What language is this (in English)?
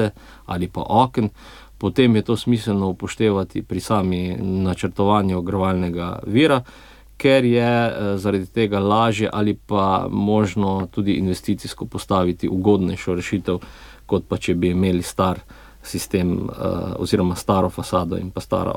Slovenian